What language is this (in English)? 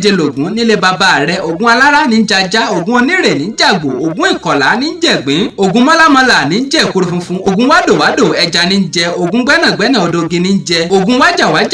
Yoruba